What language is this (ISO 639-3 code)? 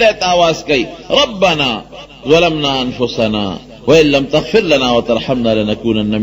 pus